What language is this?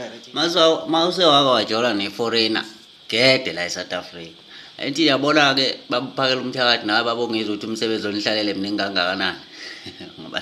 Zulu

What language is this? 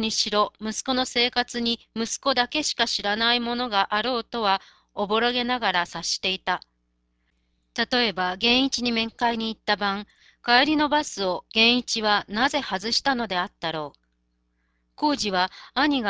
Japanese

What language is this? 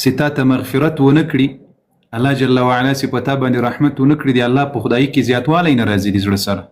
Pashto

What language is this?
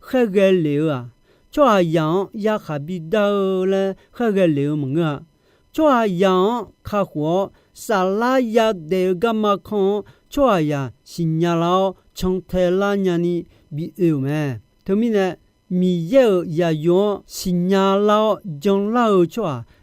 Akha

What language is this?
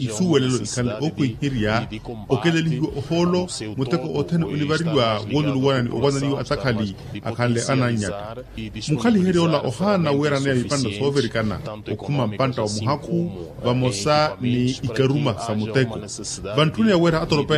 Makhuwa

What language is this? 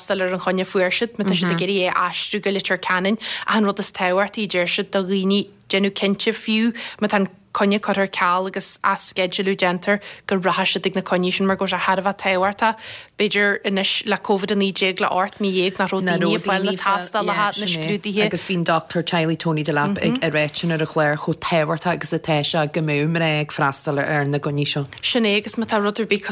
Irish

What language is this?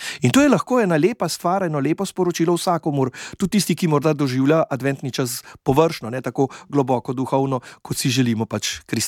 Slovenian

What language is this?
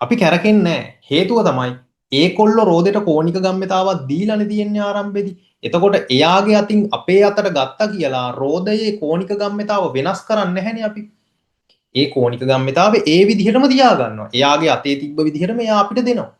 Sinhala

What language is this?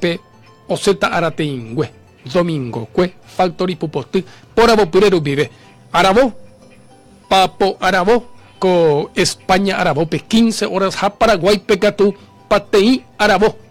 Guarani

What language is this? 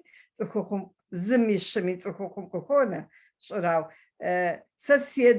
Kabardian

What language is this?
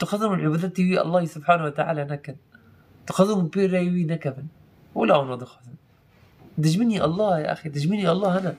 Kurdish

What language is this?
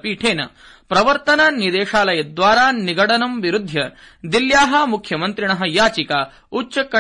Sanskrit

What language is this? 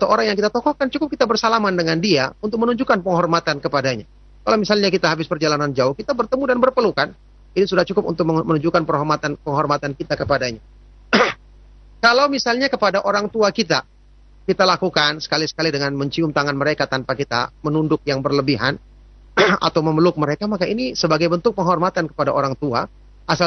Indonesian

